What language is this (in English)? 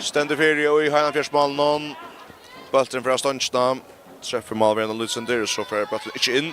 Faroese